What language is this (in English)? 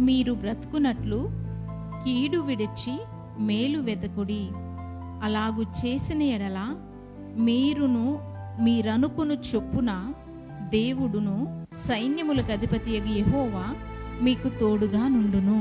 Koya